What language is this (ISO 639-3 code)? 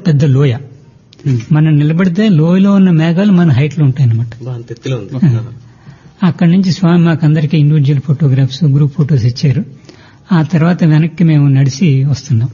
tel